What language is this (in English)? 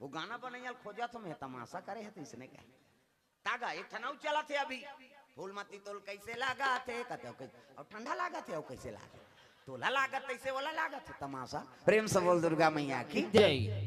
Chhattisgarhi